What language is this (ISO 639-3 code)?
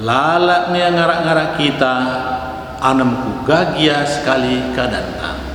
btx